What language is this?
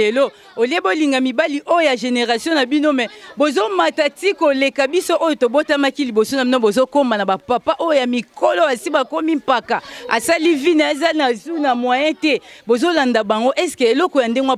Lingala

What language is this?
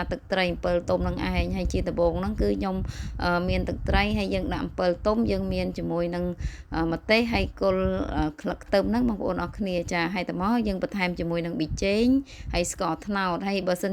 Khmer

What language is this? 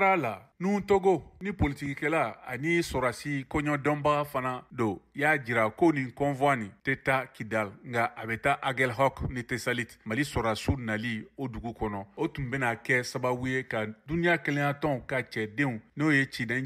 Bambara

